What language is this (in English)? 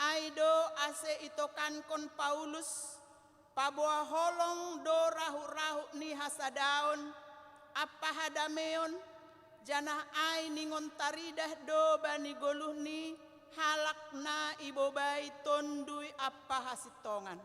Batak Simalungun